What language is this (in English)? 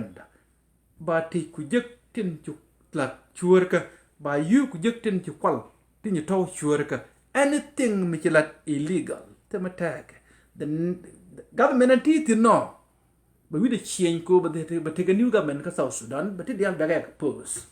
Nuer